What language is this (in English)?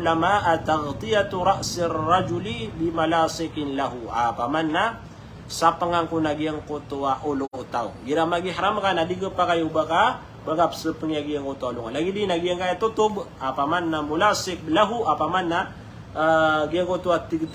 Maranao